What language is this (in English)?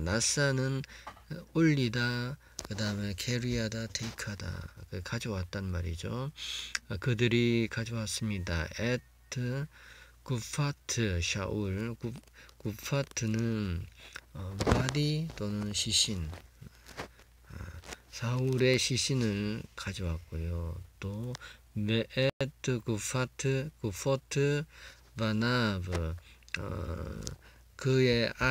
Korean